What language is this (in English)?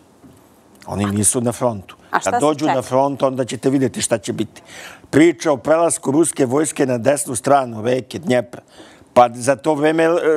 Serbian